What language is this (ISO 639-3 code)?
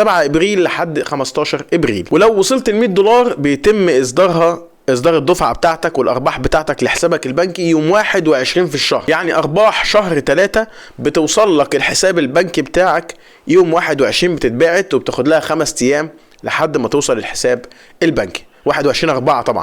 arz